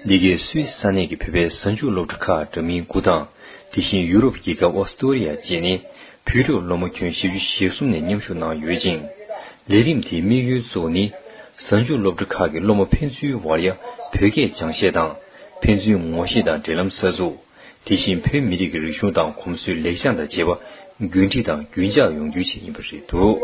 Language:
Tibetan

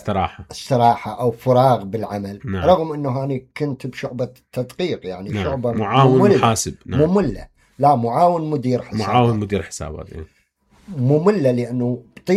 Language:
Mesopotamian Arabic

